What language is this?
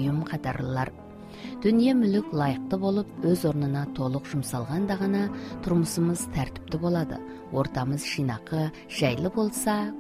Kazakh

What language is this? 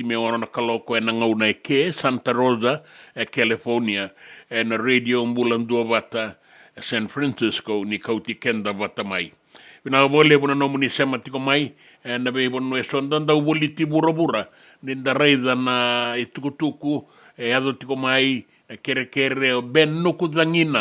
Fijian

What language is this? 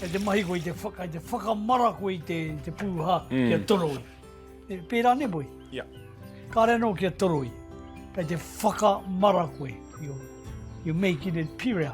Māori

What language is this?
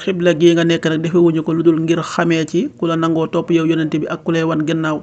Wolof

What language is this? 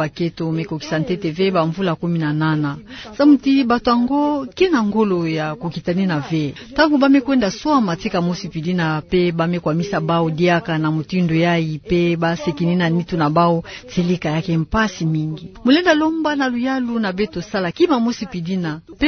Kituba (Democratic Republic of Congo)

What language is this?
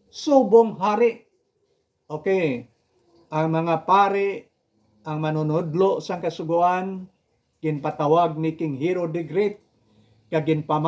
Hiligaynon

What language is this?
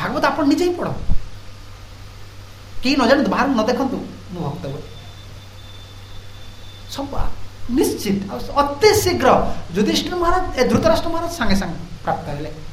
Odia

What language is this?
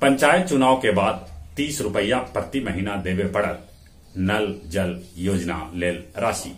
Magahi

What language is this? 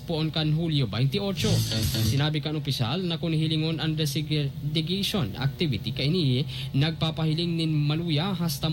Bikol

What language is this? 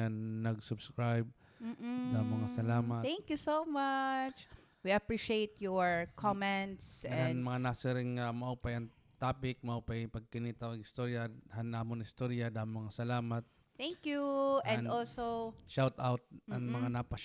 Waray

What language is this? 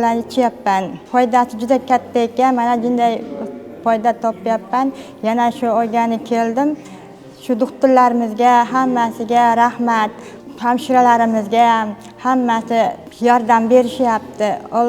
Uzbek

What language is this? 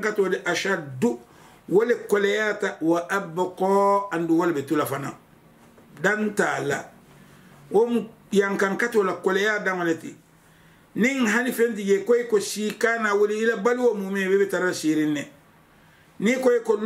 Mandingo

